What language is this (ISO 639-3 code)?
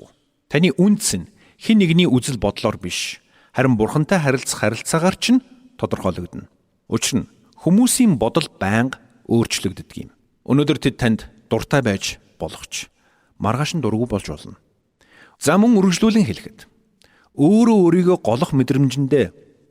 mon